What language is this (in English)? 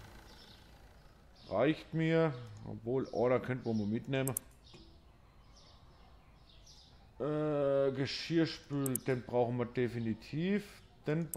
German